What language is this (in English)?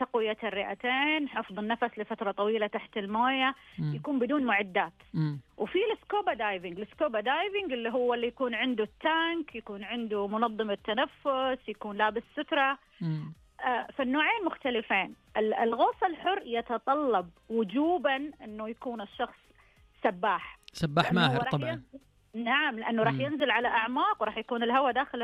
Najdi Arabic